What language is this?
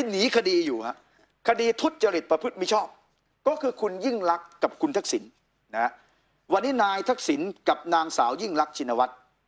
Thai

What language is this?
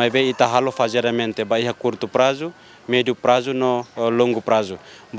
Tetum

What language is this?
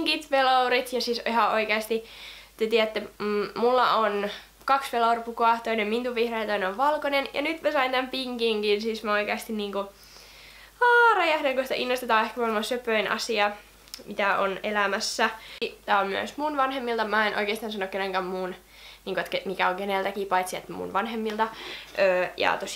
Finnish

